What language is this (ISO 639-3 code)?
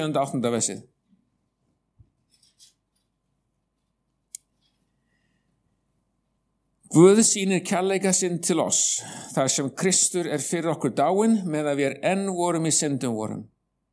isl